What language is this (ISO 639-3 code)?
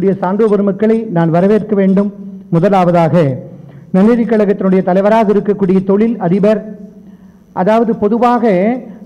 tam